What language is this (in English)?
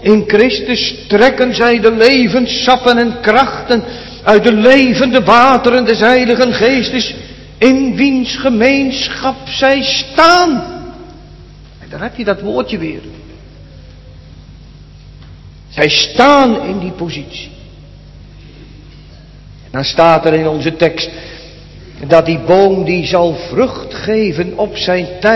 Dutch